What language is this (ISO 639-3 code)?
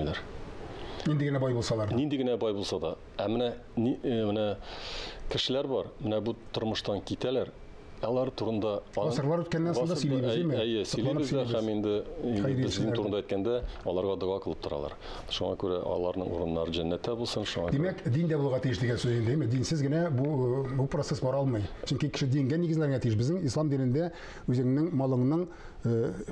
tat